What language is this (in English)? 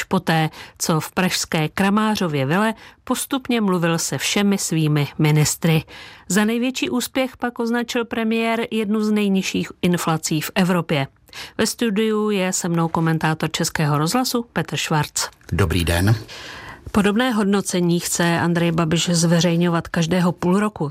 Czech